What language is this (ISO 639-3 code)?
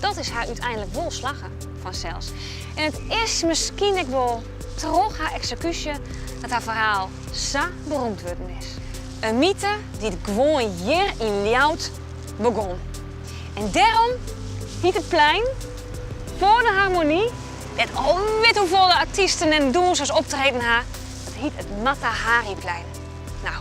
fry